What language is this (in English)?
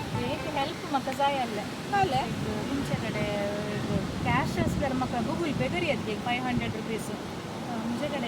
Konkani